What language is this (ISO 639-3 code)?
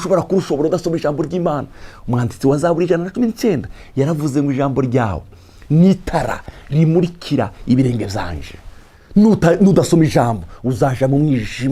run